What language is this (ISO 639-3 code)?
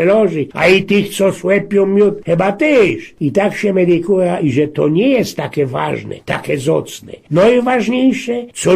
szl